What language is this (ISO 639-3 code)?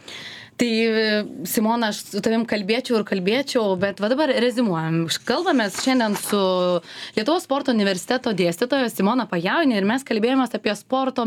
lit